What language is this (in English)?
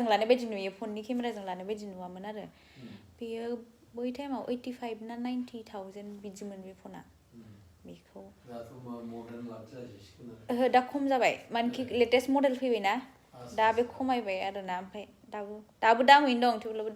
Bodo